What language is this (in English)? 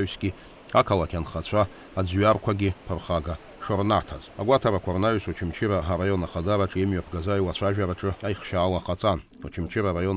Abkhazian